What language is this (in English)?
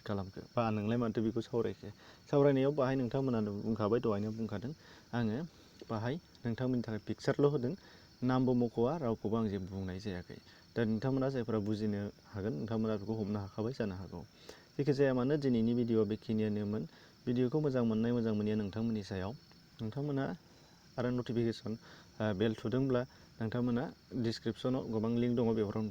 Bodo